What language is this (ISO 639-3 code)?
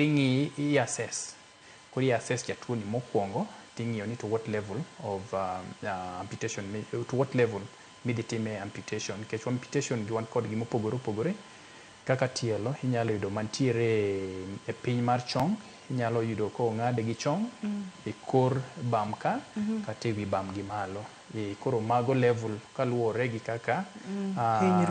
luo